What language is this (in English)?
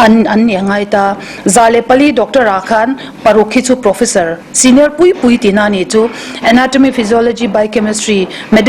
Mizo